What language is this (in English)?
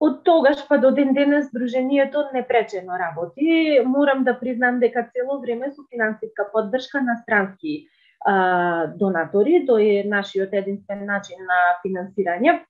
Macedonian